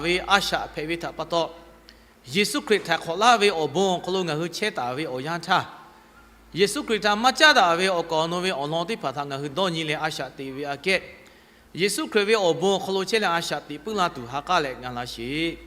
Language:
Lahu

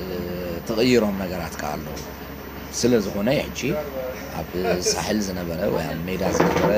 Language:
Tigrinya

